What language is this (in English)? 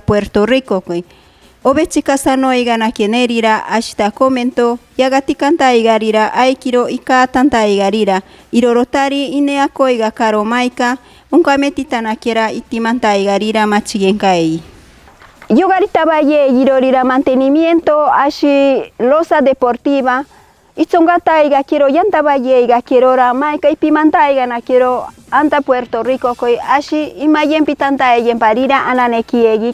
Machiguenga